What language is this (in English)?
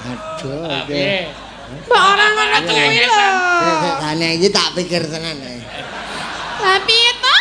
Javanese